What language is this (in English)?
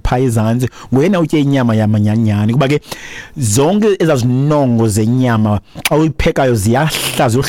Xhosa